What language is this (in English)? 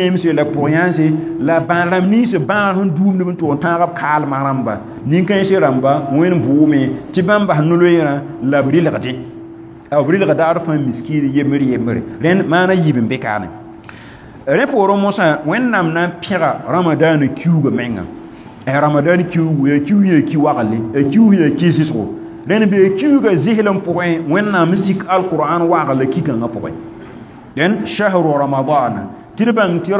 Mossi